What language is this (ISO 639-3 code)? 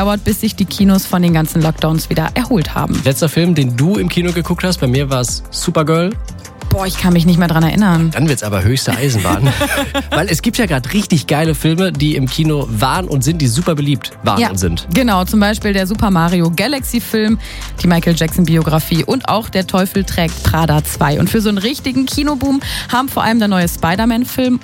deu